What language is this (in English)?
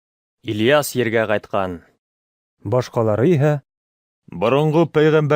Bashkir